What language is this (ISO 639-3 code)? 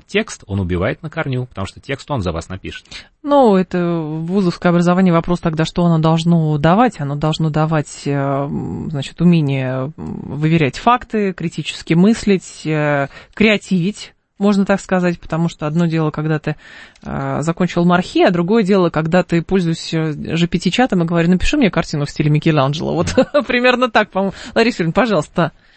rus